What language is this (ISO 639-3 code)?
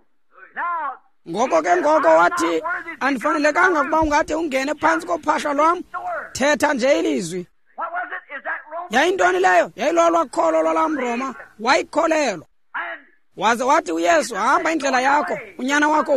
xho